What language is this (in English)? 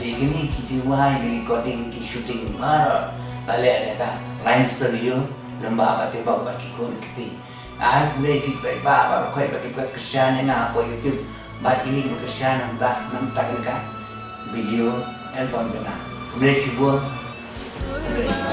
Khasi